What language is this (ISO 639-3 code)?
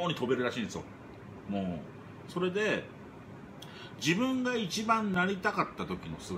jpn